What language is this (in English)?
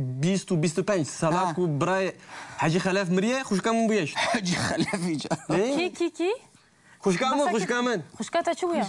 Kurdish